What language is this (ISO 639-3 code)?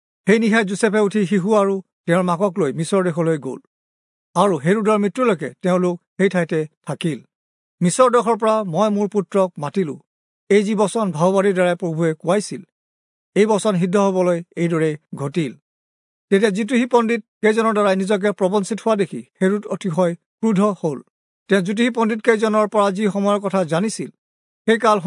asm